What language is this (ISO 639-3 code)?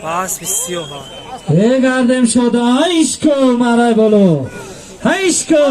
tgk